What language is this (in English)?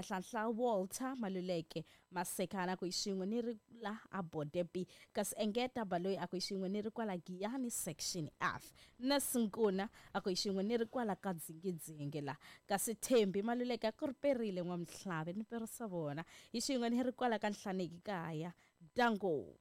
Tsonga